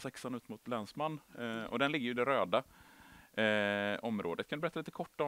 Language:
Swedish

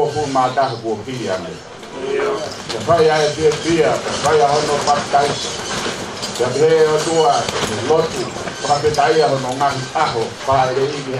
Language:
Tongan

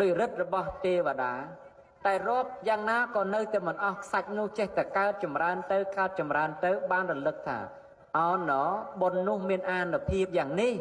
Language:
Khmer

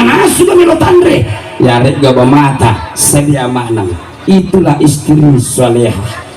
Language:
Buginese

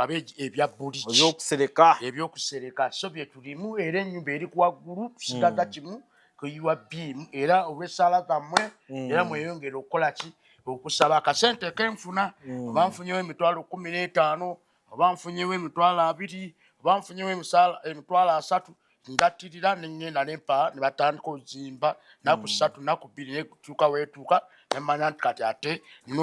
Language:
Ganda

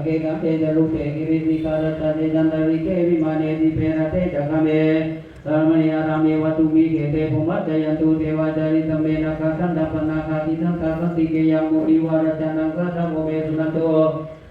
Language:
Pali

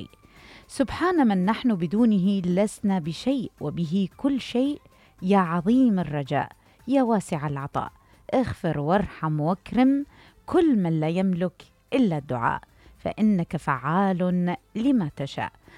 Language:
Mesopotamian Arabic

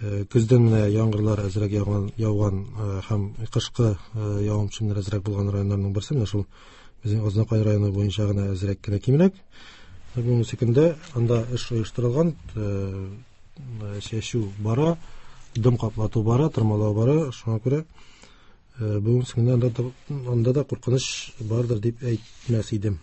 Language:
Tatar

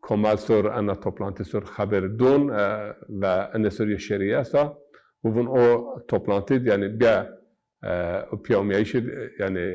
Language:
Zaza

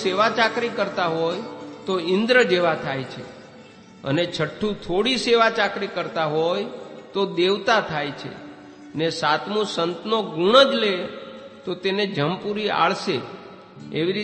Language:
Gujarati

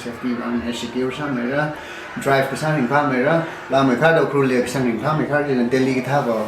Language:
Tangkhul Naga (India)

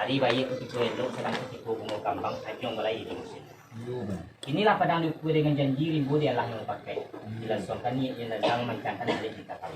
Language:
Minangkabau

